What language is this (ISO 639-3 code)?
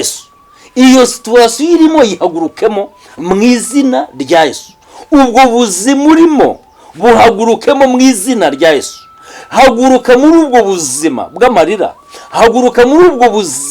kin